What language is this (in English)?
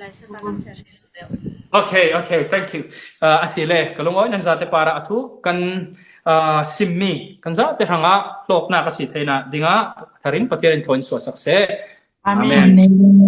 Falam Chin